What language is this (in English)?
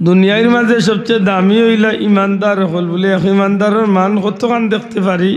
Sylheti